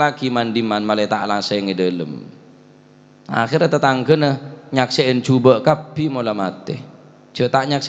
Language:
Madurese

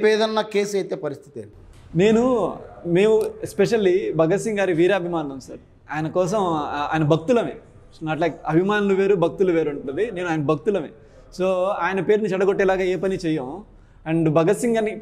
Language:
Telugu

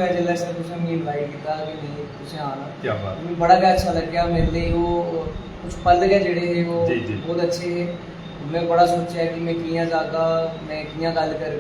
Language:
Dogri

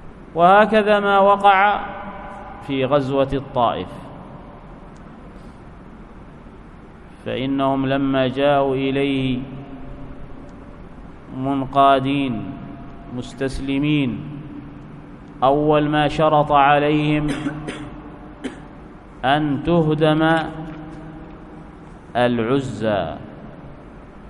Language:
Arabic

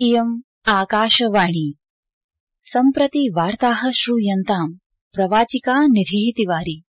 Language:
Sanskrit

